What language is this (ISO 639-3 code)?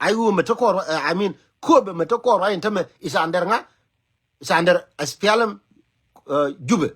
nus